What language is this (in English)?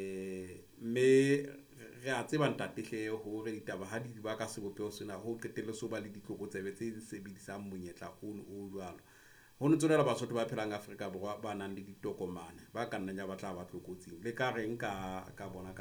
Southern Sotho